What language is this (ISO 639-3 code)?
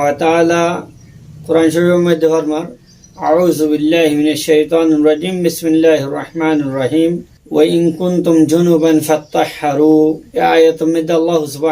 rhg